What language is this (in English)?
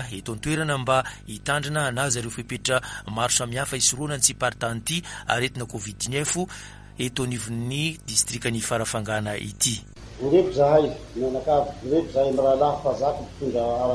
Malagasy